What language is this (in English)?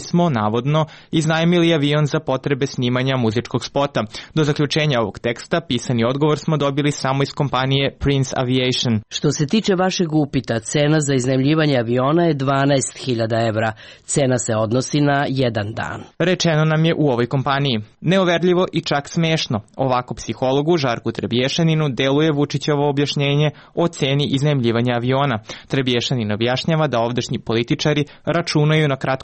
Serbian